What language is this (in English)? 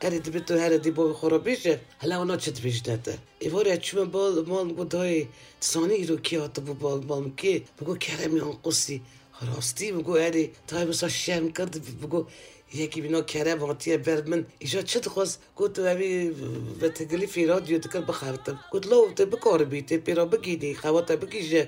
Kurdish